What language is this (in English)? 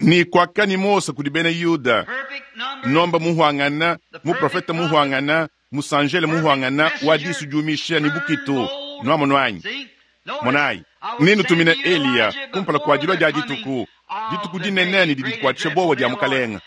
Luba-Lulua